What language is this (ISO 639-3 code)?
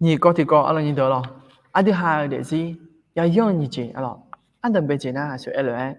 ahk